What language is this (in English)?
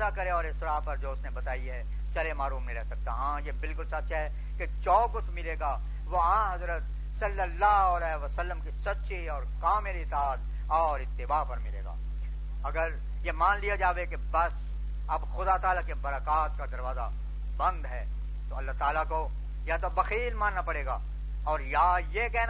Urdu